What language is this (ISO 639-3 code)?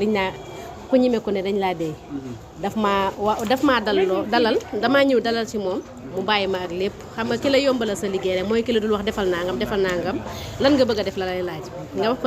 wol